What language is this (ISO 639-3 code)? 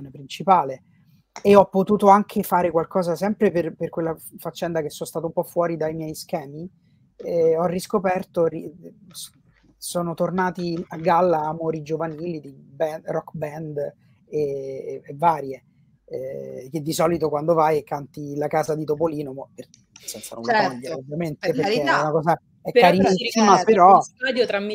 ita